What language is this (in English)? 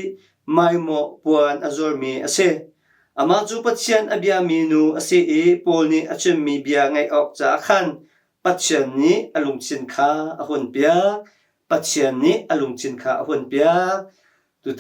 Hakha Chin